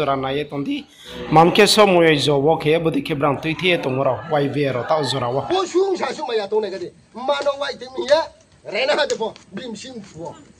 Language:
Riang (India)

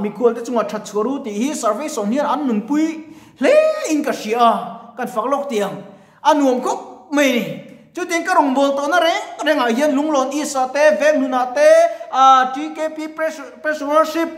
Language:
Mizo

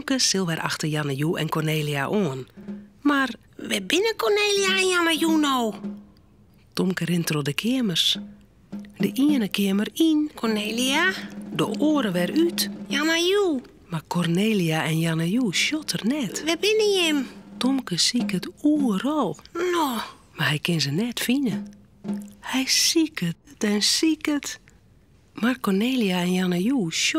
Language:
Western Frisian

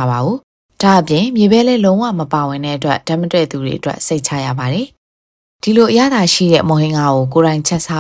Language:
Burmese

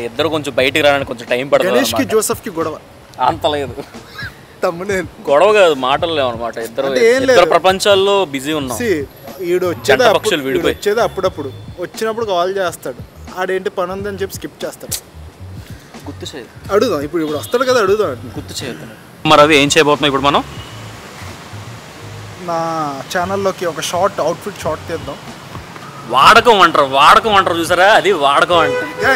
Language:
Telugu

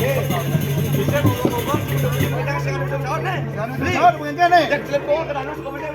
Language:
Balinese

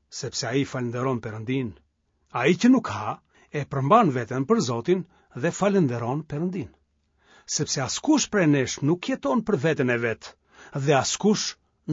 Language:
Albanian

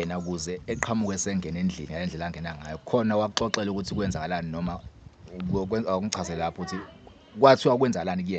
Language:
Zulu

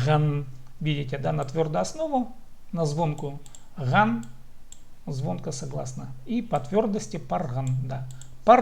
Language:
Khakas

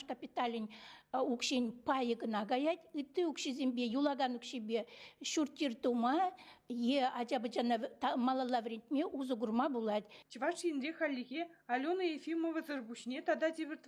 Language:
Chuvash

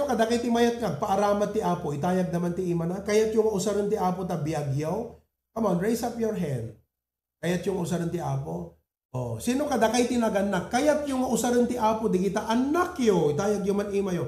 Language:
Iloko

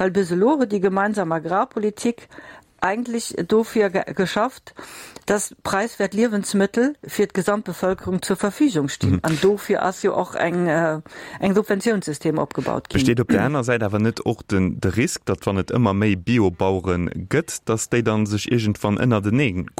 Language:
Luxembourgish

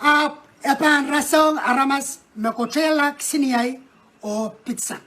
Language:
Pohnpeian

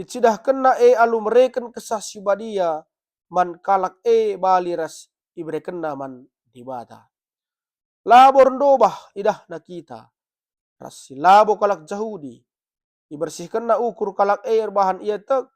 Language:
Batak Karo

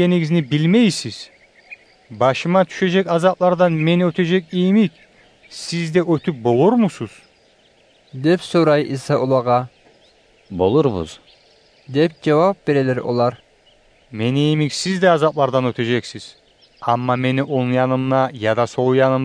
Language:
Kumyk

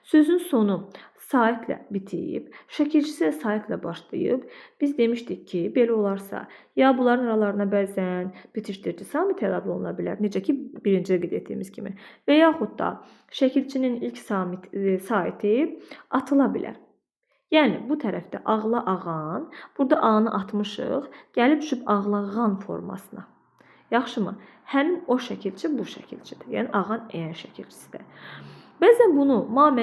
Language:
Azerbaijani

